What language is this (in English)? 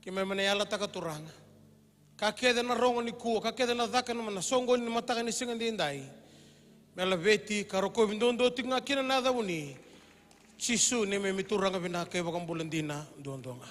Fijian